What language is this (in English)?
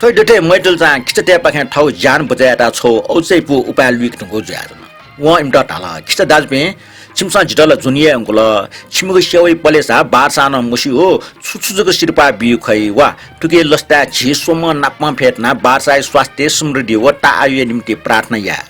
Newari